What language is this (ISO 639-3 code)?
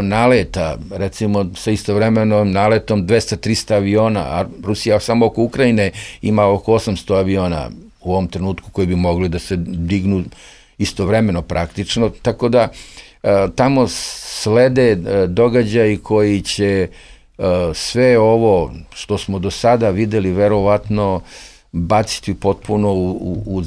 srp